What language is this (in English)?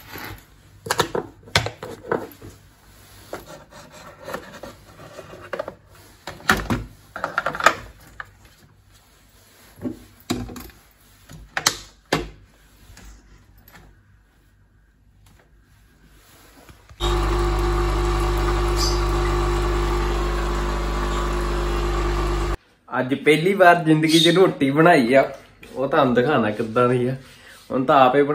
Punjabi